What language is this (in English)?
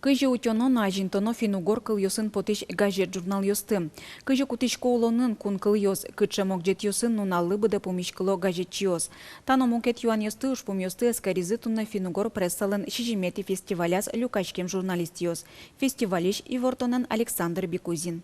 Udmurt